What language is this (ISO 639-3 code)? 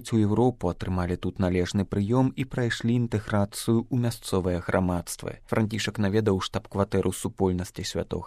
bel